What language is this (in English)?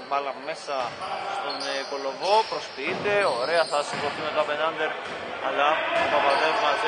Greek